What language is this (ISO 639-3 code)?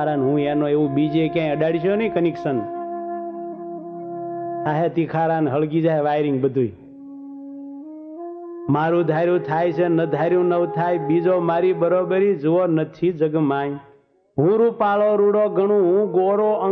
guj